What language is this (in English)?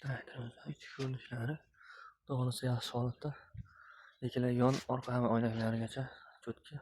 Uzbek